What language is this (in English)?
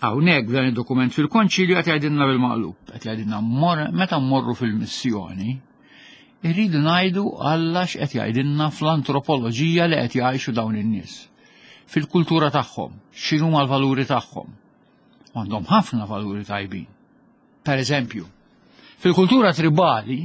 Maltese